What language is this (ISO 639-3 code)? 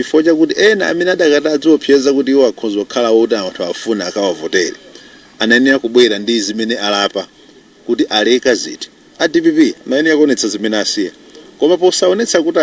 nya